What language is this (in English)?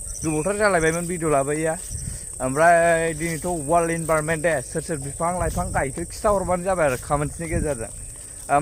Bodo